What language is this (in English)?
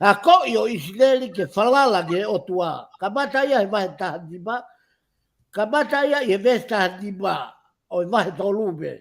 Tongan